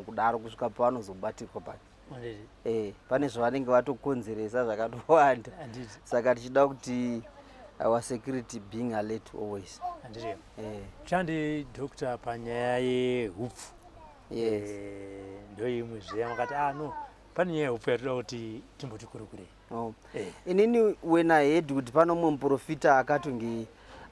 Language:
Shona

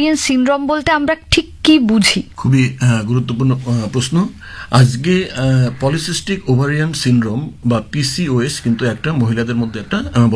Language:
Bangla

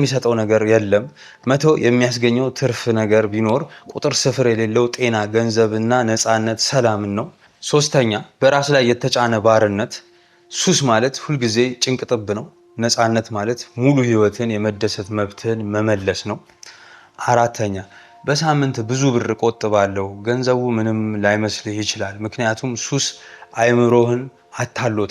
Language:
Amharic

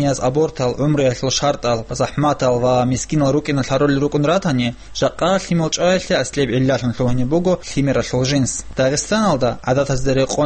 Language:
Avaric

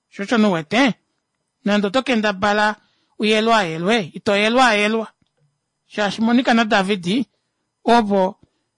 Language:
Kuanyama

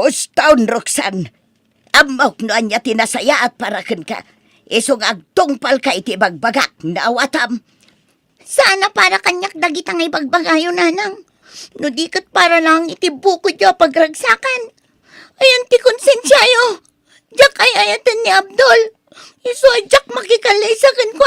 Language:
Iloko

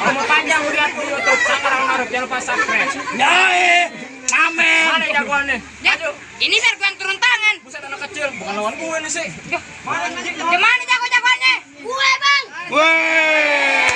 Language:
Betawi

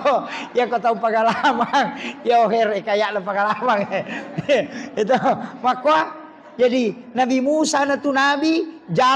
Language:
Buginese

